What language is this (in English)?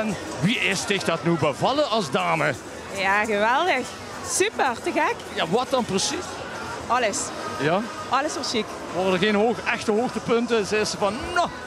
Limburgish